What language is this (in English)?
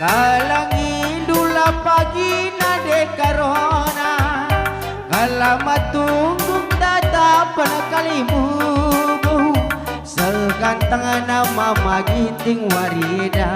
Batak Karo